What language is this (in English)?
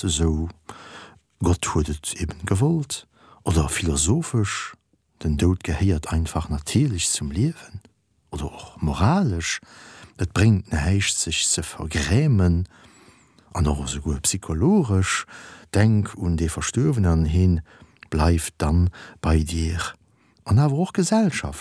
Luxembourgish